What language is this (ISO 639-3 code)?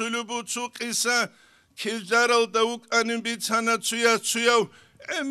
ava